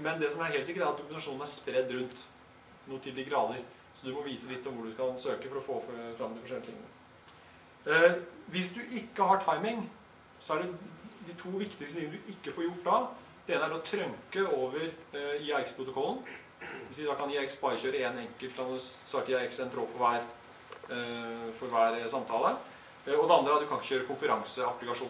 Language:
Norwegian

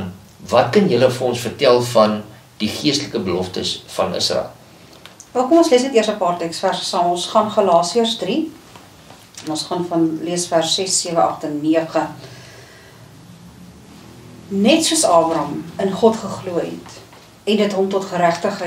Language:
Afrikaans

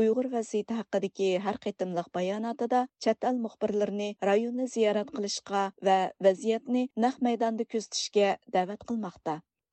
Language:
Uyghur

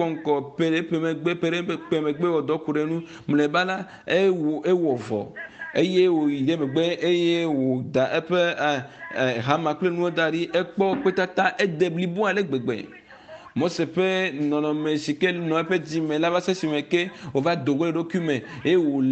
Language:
Ewe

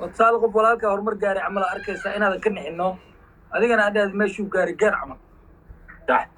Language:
Somali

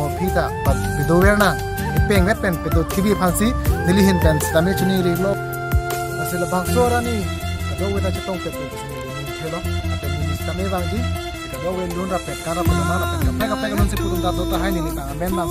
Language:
Karbi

